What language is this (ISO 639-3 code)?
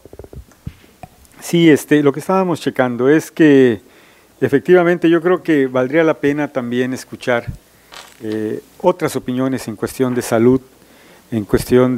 spa